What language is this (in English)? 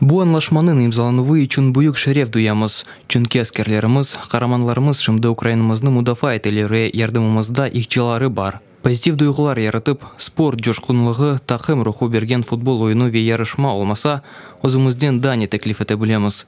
Crimean Tatar